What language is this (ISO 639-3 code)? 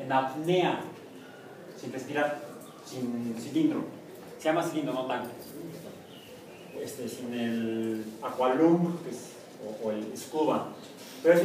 spa